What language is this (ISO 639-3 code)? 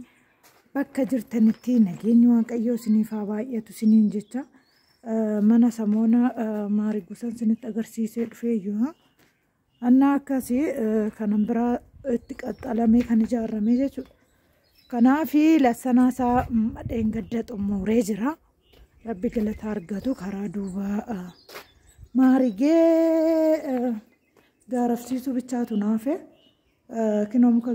orm